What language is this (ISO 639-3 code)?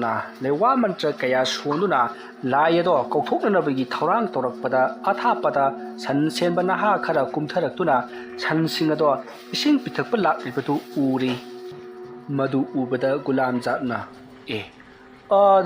mni